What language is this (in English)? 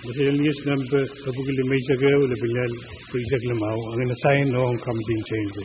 Pohnpeian